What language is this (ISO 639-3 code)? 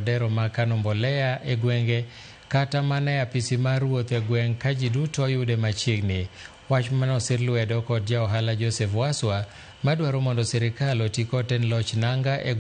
luo